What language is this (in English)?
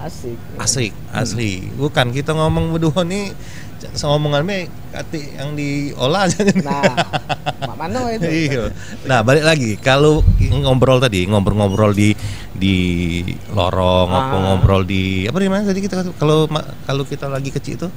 Musi